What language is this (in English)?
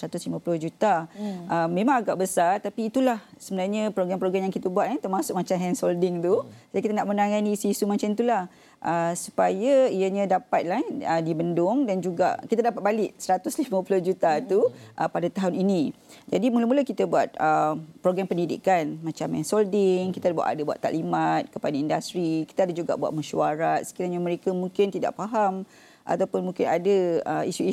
Malay